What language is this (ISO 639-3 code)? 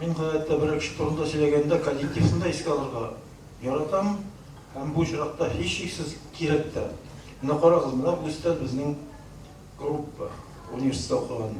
tat